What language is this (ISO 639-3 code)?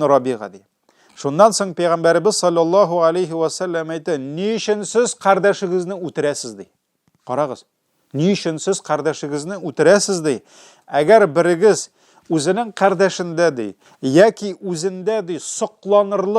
tat